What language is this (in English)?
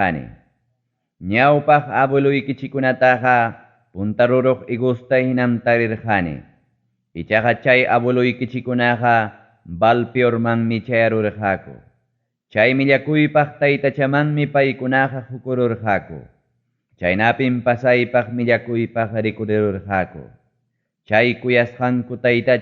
Ayacucho Quechua